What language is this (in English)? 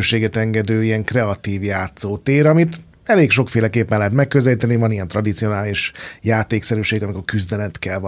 Hungarian